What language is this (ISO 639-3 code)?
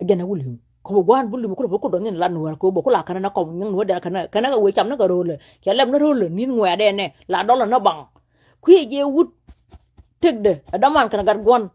nus